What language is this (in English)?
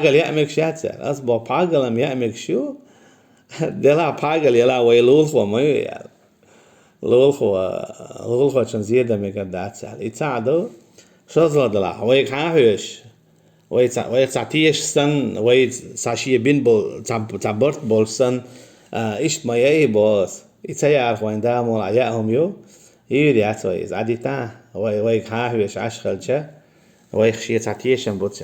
Chechen